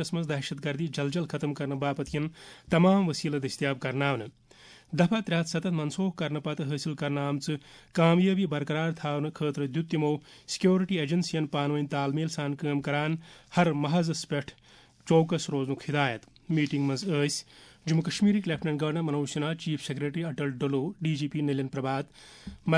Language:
Kashmiri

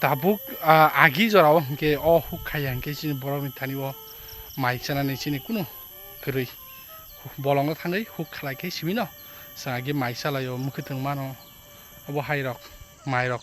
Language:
Kok Borok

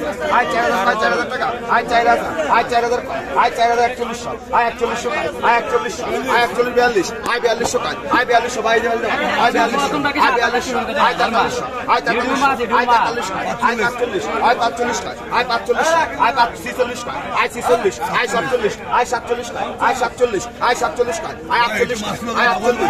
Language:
Bangla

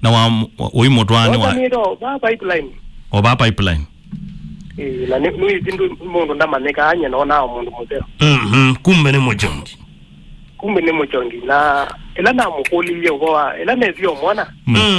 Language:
Kamba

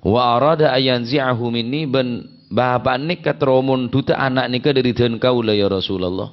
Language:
Madurese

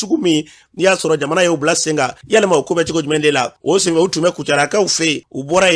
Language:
Bambara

